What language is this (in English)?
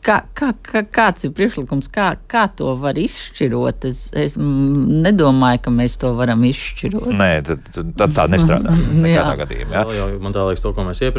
Latvian